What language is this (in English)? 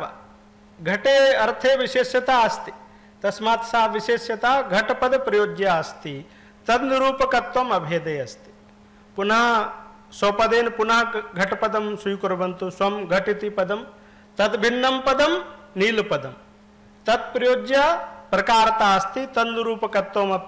Sanskrit